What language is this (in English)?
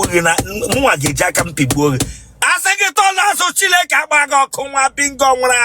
Igbo